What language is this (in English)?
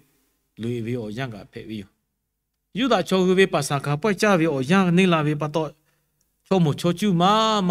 Lahu